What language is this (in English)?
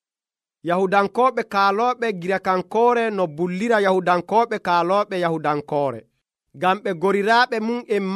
Nigerian Fulfulde